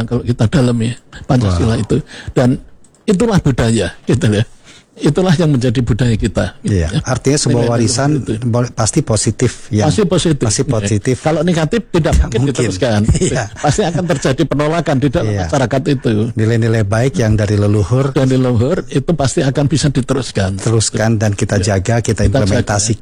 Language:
Indonesian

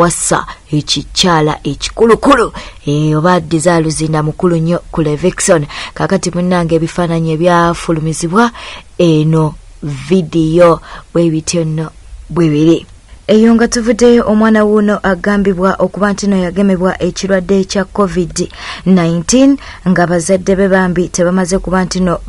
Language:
Ganda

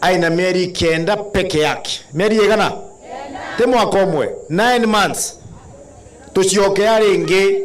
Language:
Meru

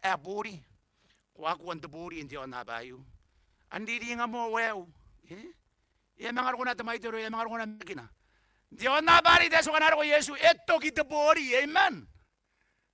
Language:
Gilbertese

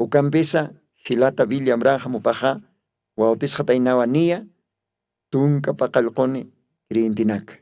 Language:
Aymara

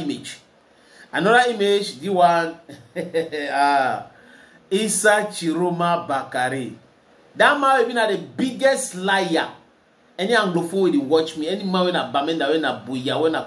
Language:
Nigerian Pidgin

